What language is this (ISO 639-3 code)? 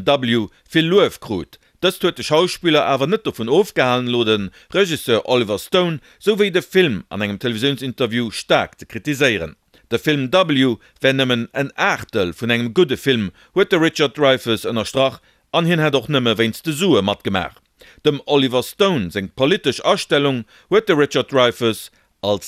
ltz